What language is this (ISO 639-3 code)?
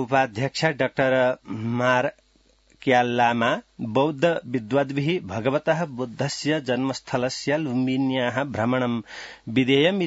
san